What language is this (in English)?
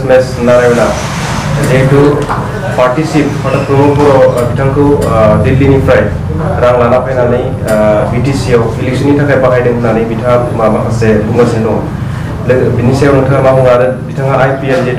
Bodo